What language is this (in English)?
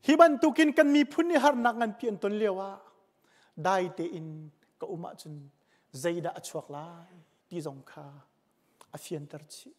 Hakha Chin